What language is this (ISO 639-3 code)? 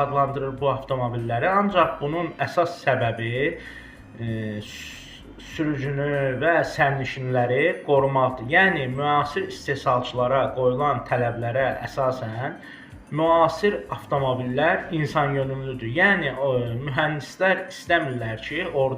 aze